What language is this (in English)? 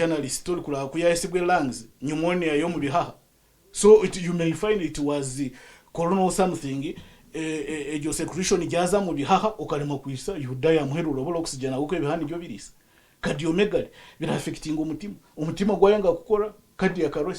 Nyankole